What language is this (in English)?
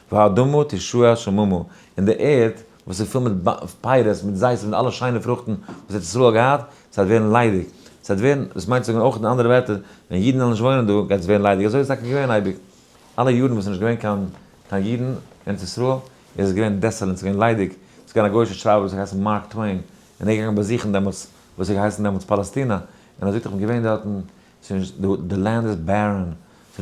Yiddish